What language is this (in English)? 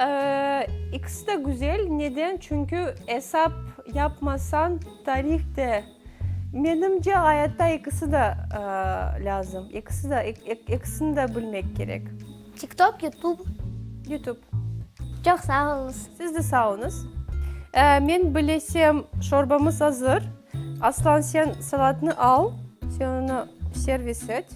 Crimean Tatar